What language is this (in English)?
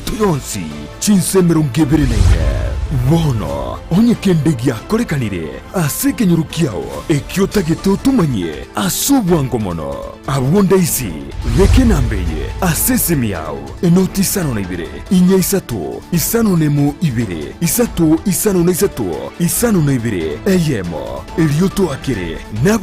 Gusii